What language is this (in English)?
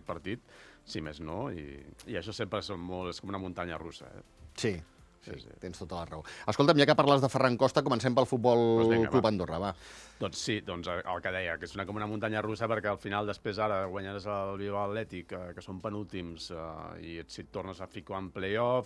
Catalan